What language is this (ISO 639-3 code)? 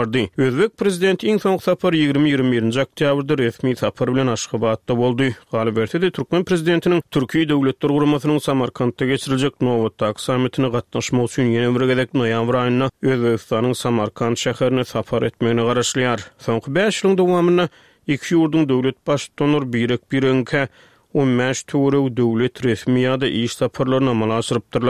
tuk